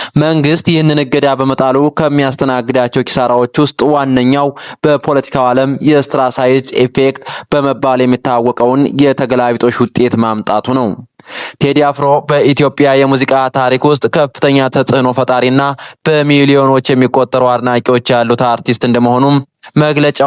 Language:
Amharic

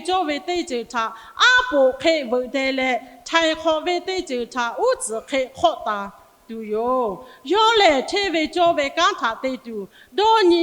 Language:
Lahu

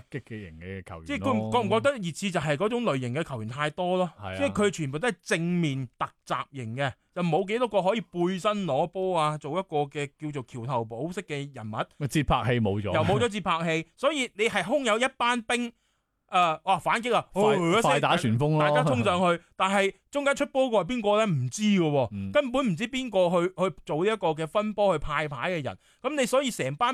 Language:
Cantonese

